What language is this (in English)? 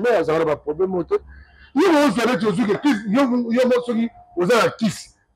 Lingala